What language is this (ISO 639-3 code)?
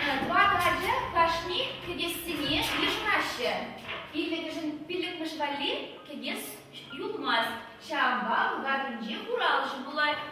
chv